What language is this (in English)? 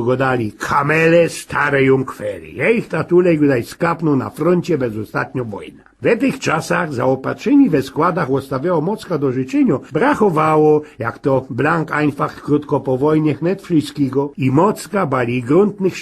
Silesian